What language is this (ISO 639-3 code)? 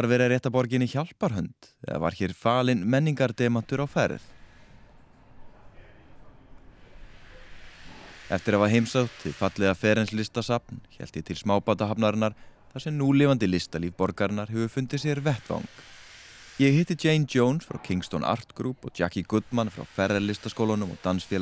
isl